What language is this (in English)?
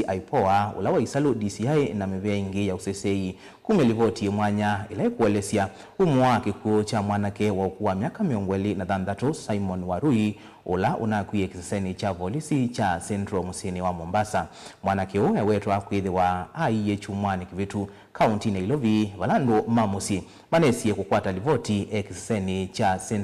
Kamba